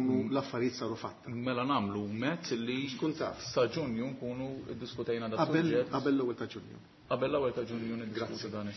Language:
Maltese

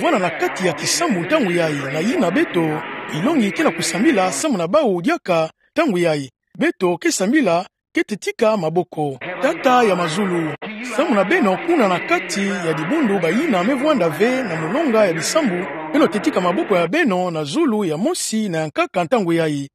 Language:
Kituba (Democratic Republic of Congo)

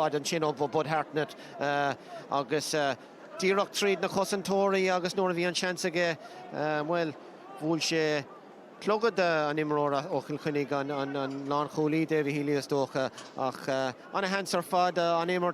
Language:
Irish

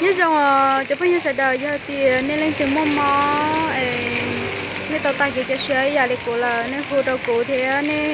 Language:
Hmong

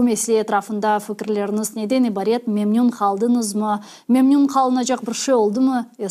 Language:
Crimean Tatar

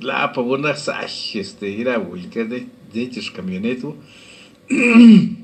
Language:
Lachiguiri Zapotec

